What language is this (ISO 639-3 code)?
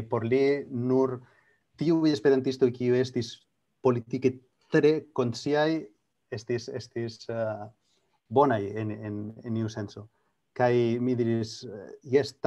epo